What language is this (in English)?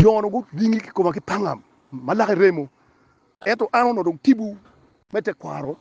Acoli